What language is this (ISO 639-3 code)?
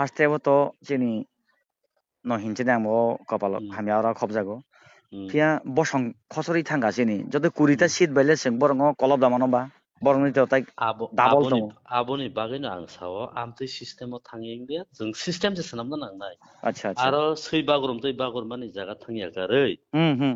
trp